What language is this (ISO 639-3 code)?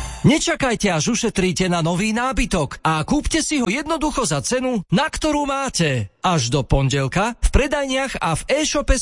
slk